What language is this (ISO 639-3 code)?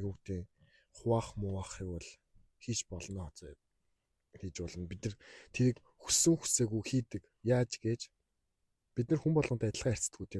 mon